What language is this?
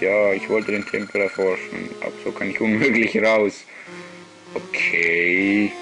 Swiss German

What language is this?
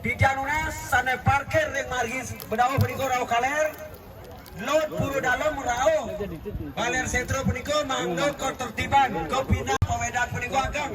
Balinese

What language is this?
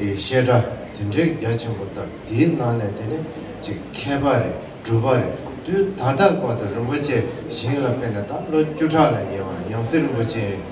Tibetan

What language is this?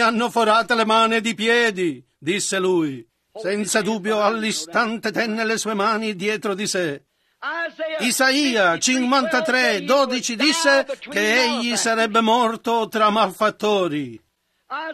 Italian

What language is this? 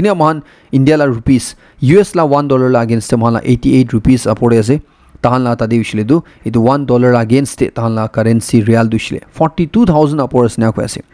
Naga Pidgin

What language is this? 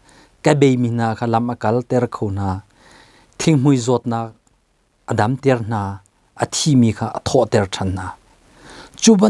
Hakha Chin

